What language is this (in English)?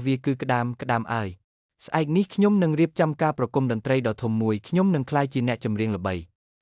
Khmer